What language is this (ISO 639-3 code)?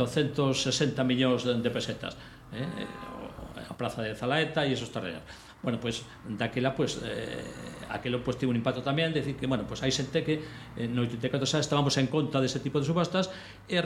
glg